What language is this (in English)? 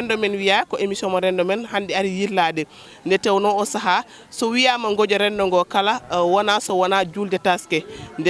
Fula